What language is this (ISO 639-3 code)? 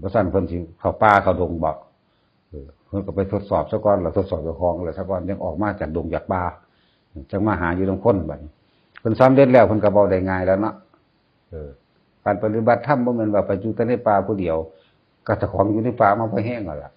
tts